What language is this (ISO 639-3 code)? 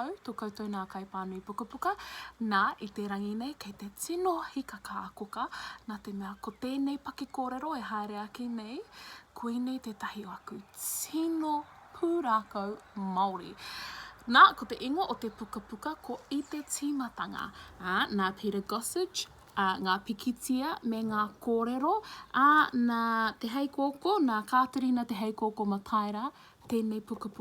mri